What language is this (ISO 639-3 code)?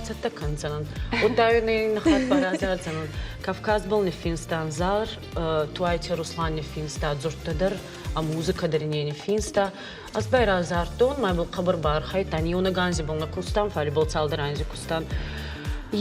oss